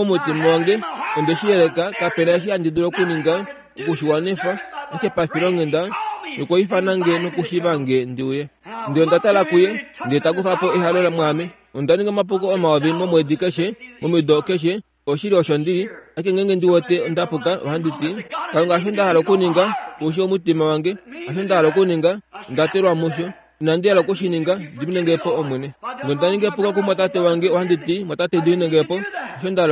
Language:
Kuanyama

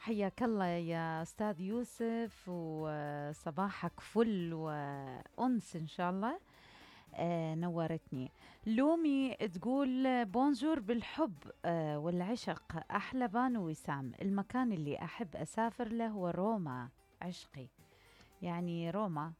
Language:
Mesopotamian Arabic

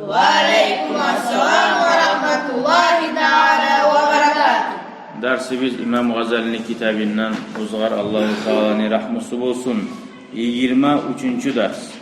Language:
Kumyk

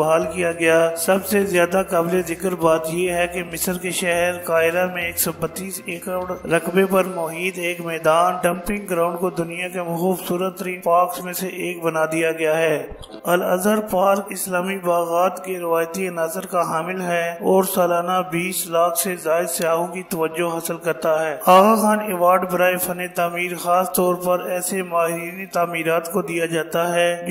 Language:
Urdu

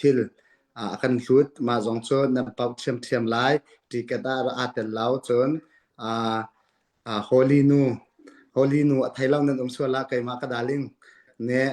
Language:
Hakha Chin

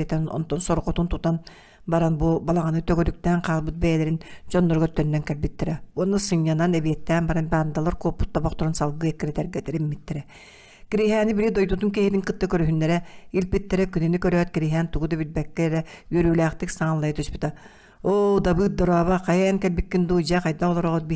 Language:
Yakut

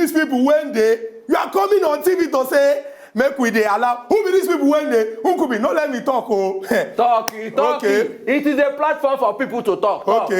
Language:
Nigerian Pidgin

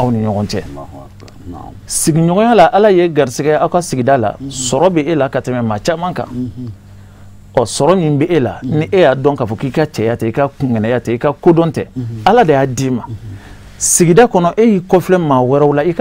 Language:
Bambara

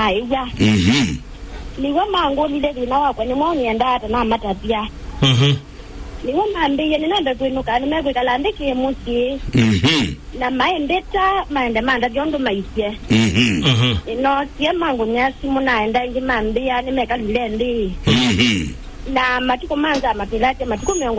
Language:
Kamba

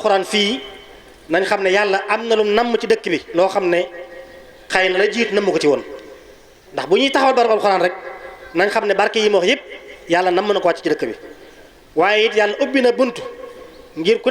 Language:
Wolof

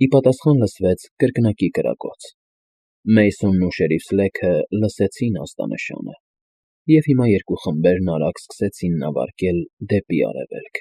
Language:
Armenian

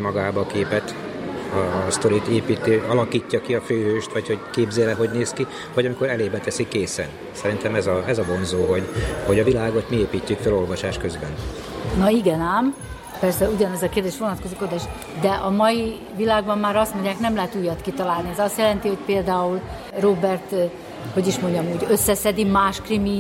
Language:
Hungarian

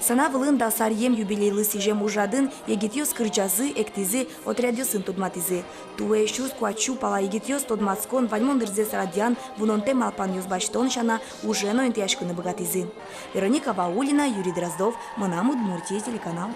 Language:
Udmurt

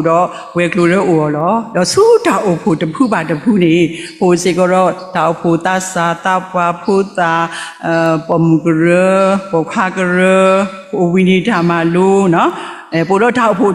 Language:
S'gaw Karen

